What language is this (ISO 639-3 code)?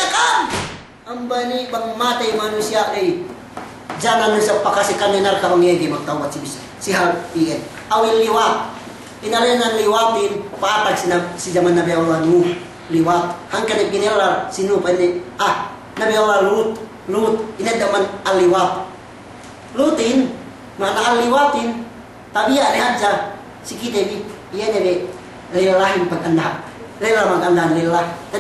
yka